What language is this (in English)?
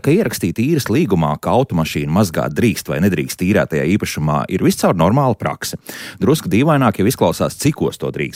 Latvian